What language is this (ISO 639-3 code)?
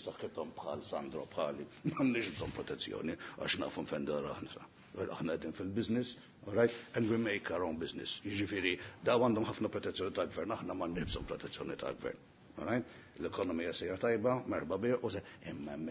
mlt